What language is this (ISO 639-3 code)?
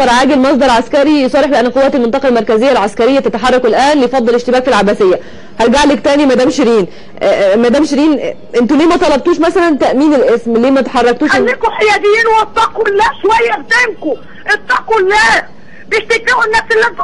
arz